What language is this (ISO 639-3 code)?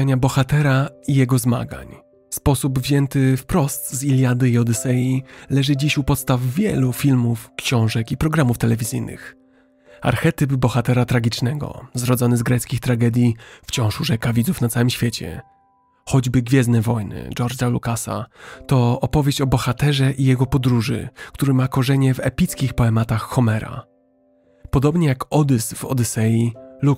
pol